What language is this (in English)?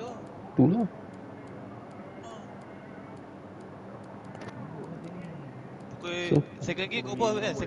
Malay